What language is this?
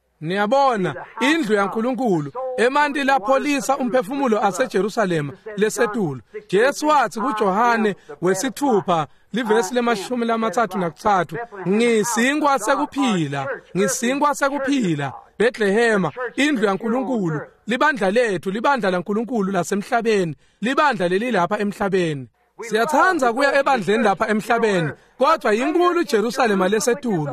Swati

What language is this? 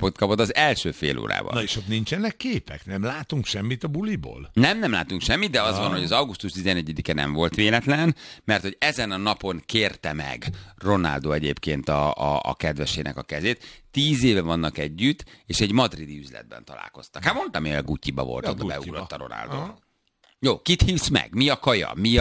Hungarian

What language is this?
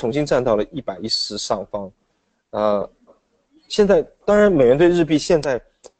Chinese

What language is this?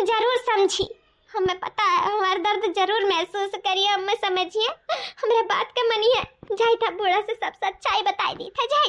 Awadhi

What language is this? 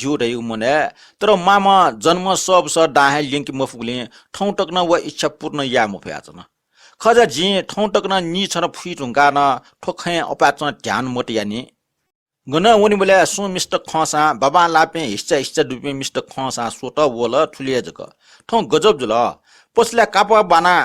Newari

